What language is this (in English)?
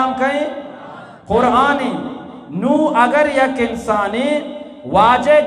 Eastern Balochi